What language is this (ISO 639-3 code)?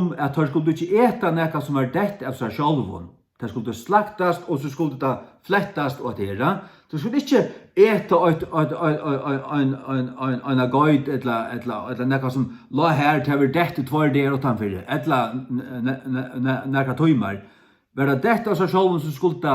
fao